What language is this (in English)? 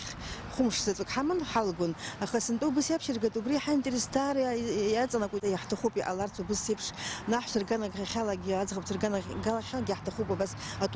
Abkhazian